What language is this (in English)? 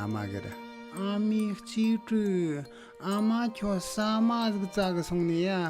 Tibetan